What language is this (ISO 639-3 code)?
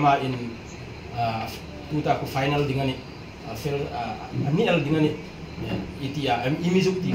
hmr